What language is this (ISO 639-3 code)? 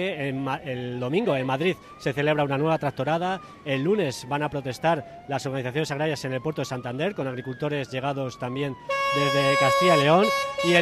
spa